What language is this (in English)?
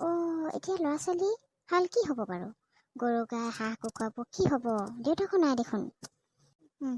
Assamese